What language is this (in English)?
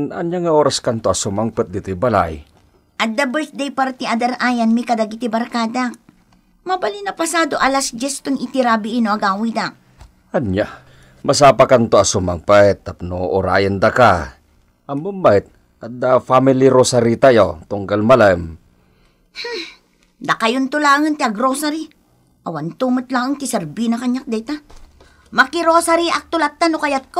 Iloko